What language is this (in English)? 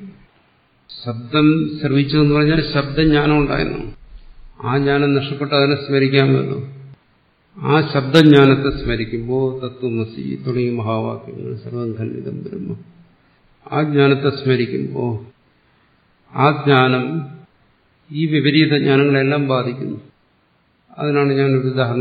Malayalam